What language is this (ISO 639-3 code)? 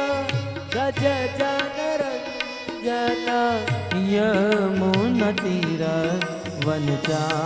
hin